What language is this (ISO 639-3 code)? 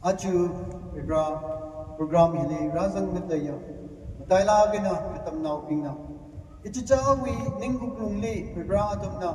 nmf